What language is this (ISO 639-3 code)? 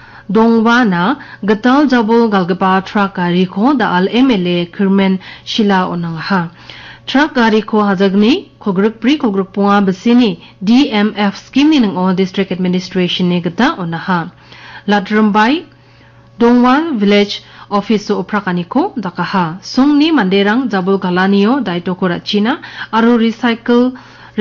grt